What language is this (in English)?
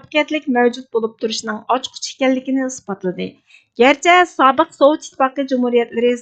Uyghur